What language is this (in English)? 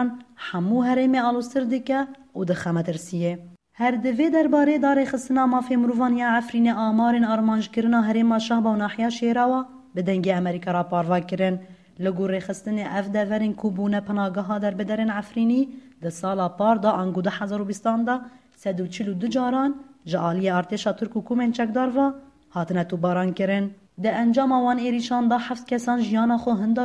Kurdish